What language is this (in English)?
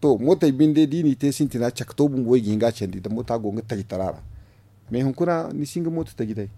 Zarma